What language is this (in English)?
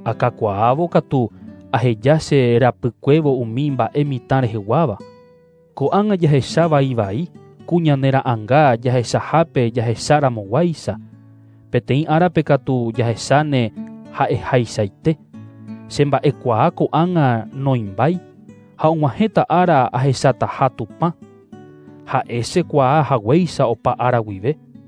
Guarani